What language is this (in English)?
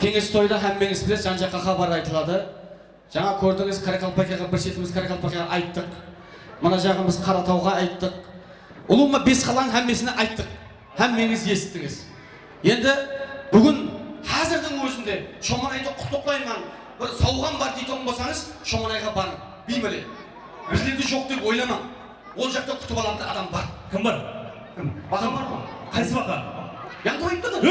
Kara-Kalpak